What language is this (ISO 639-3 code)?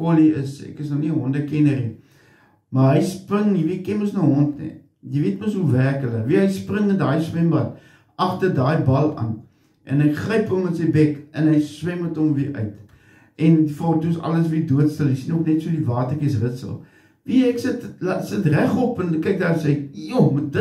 afr